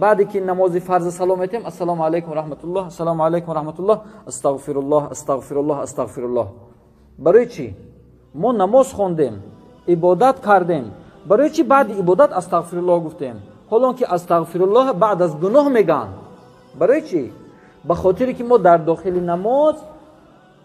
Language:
Tajik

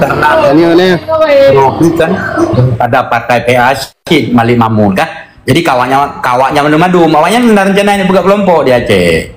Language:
Achinese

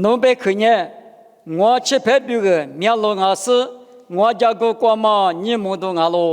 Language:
Lisu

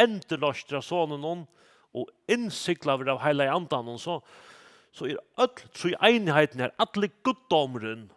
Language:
Faroese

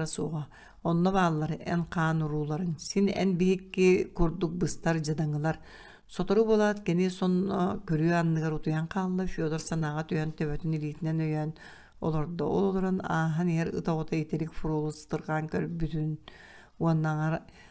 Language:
Yakut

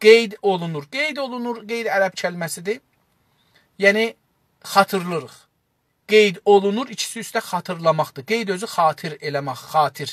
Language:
South Azerbaijani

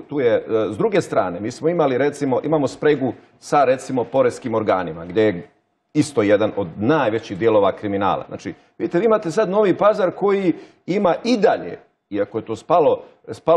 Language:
Bosnian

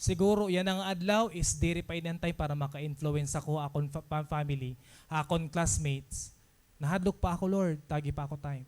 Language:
Waray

